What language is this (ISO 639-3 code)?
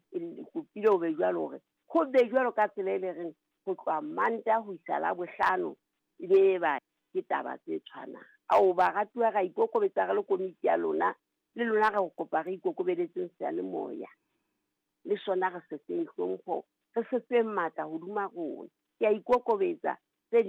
sot